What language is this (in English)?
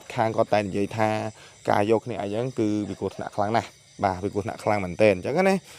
Khmer